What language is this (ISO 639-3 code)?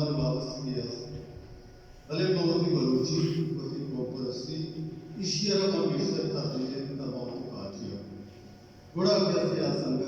bal